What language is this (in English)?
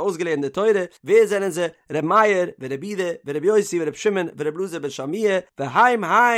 Yiddish